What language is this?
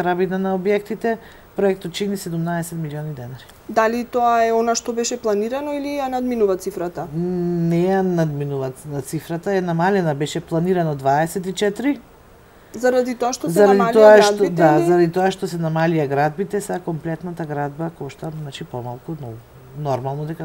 Macedonian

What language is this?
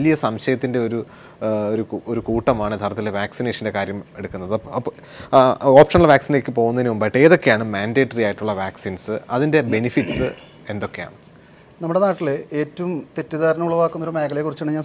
Malayalam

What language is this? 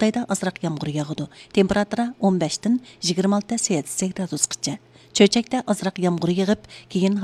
Uyghur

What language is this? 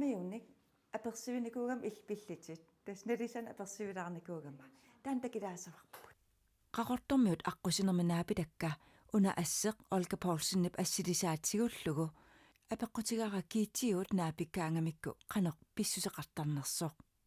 Kalaallisut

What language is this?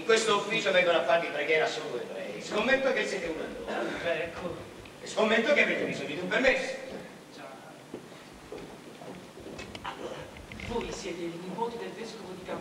Italian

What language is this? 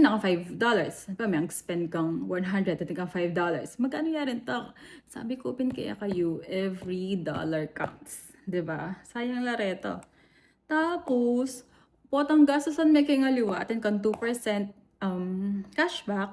Pampanga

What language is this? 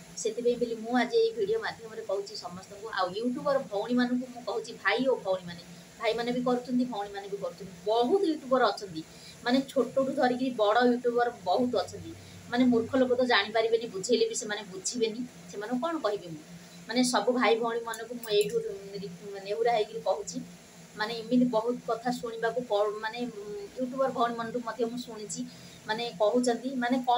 Odia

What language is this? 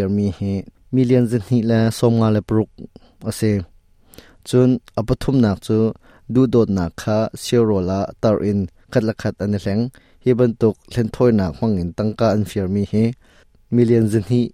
Hakha Chin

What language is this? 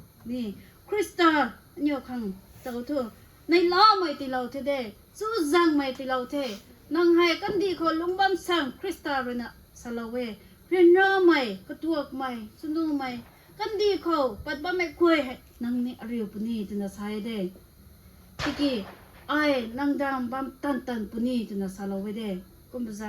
Rongmei Naga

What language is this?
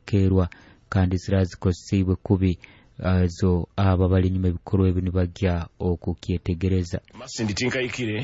Nyoro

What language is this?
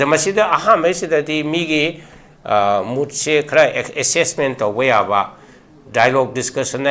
Manipuri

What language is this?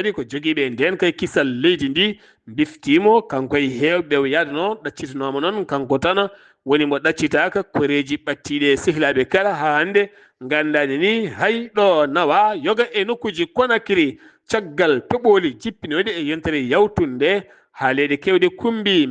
Fula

